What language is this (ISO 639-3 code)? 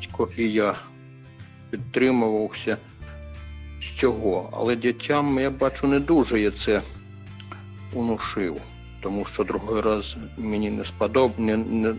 ukr